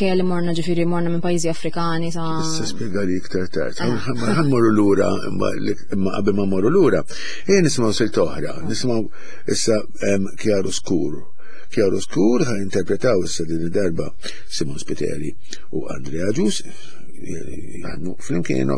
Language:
Maltese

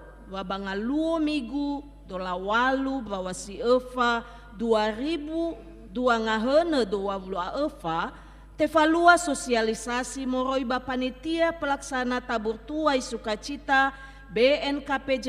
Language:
Nias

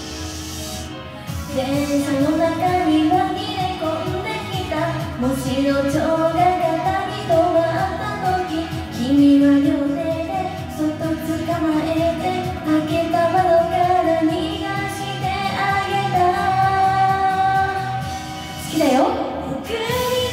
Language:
Japanese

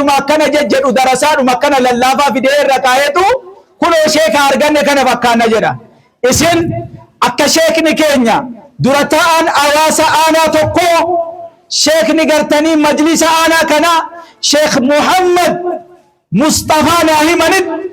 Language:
Oromo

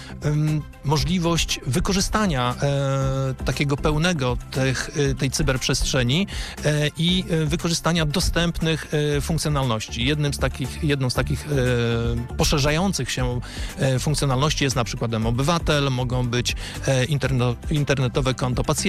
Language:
Polish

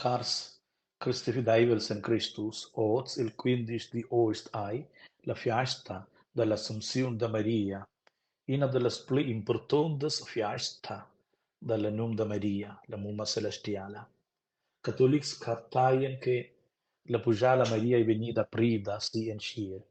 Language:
Romansh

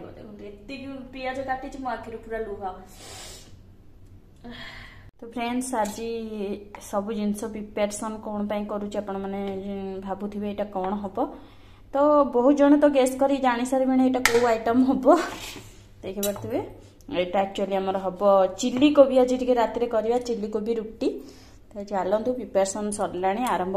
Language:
Odia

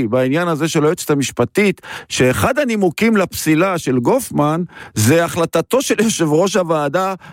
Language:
Hebrew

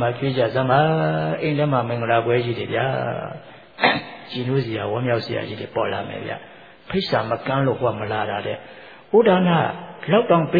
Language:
Burmese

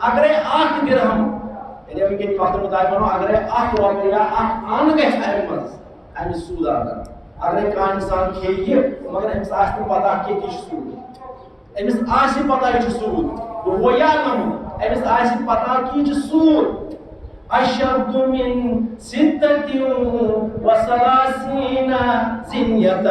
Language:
Kashmiri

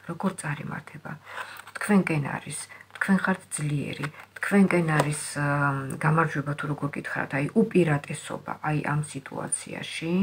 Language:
Georgian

